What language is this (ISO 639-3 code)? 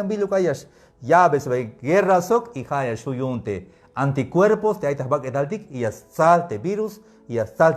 tzh